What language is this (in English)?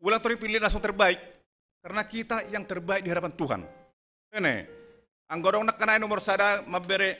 Batak Simalungun